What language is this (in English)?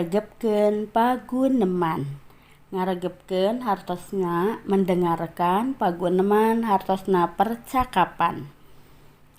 Sundanese